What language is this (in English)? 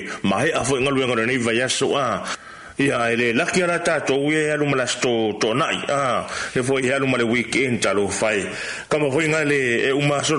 Samoan